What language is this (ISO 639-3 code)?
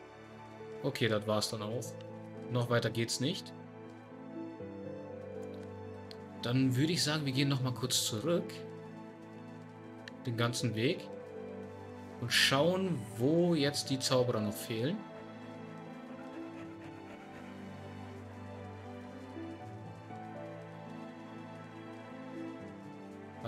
deu